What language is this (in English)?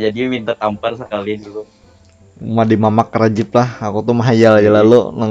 Banjar